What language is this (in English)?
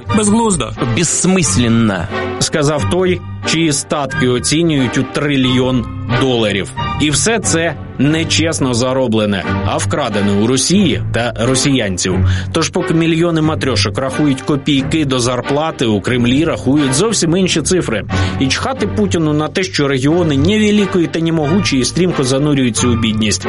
Ukrainian